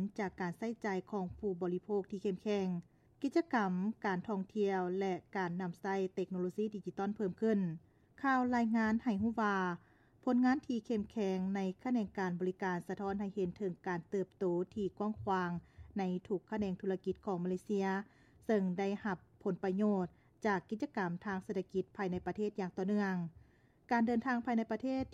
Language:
Lao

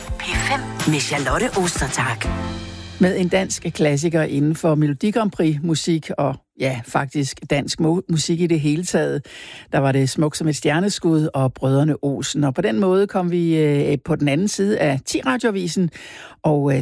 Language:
Danish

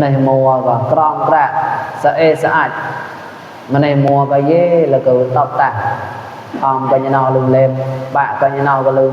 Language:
Mon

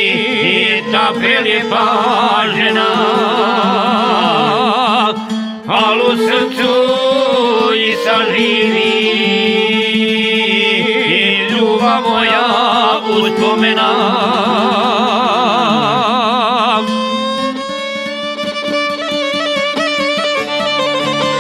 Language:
Serbian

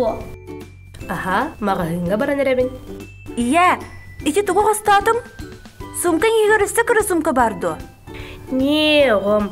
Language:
Yakut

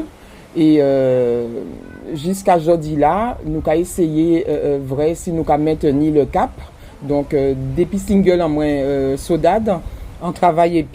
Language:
Guadeloupean Creole French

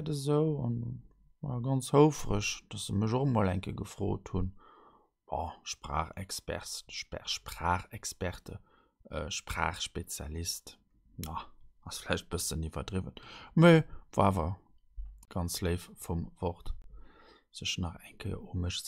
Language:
Luxembourgish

